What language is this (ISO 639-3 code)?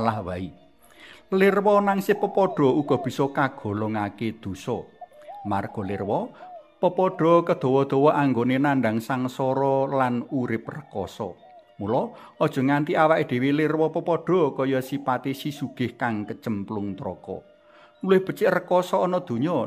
jav